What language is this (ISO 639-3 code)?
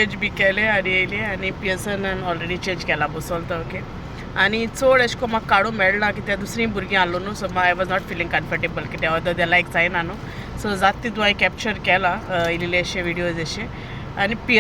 kok